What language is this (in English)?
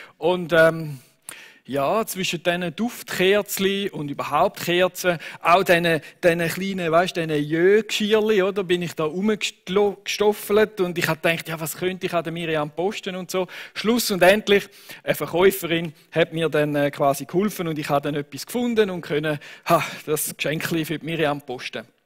Swiss German